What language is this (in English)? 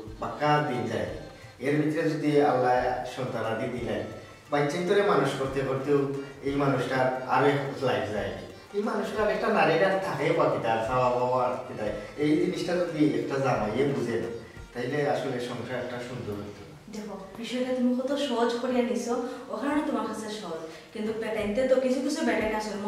Sylheti